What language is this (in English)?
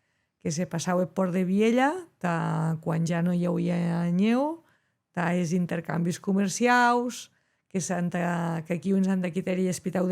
Occitan